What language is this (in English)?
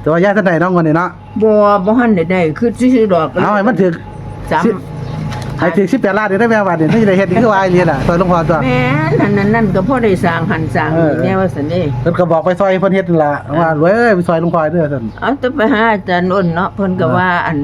Northeastern Thai